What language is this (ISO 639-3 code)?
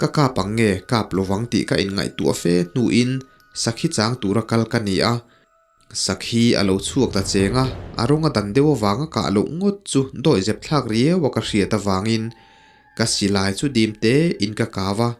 lus